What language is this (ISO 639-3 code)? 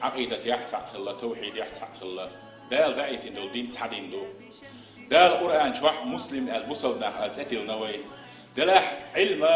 che